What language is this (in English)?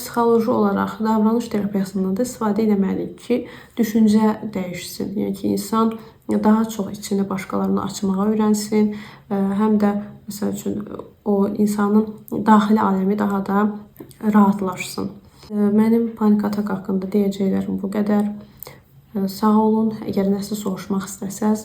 Azerbaijani